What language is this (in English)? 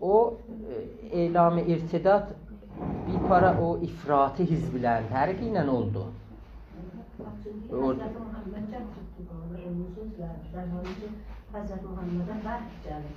South Azerbaijani